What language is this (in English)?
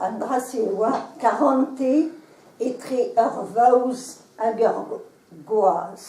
Breton